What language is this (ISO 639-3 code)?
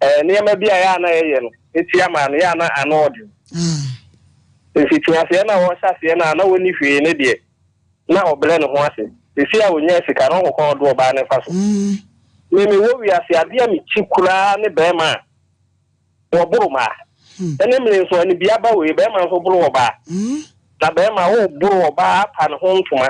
aka